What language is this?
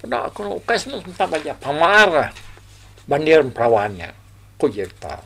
Iban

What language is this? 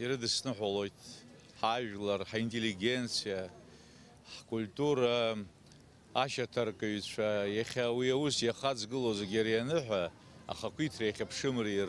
Abkhazian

